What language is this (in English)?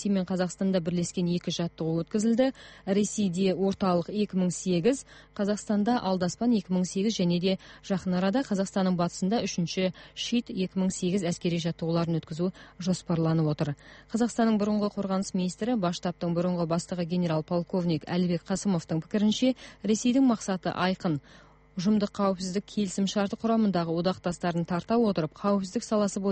Kazakh